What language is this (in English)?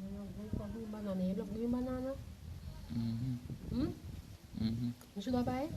Jamaican Creole English